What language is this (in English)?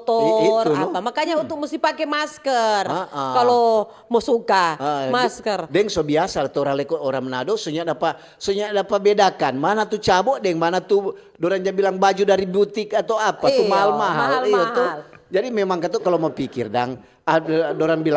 Manado Malay